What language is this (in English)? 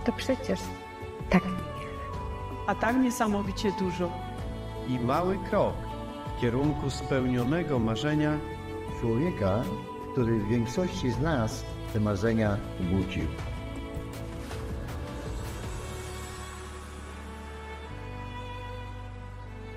Polish